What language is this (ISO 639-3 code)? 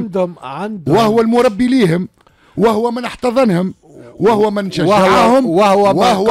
aeb